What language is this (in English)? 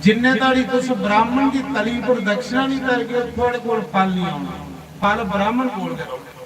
Dogri